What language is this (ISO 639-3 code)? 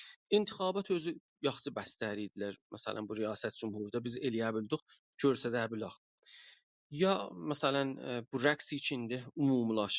azb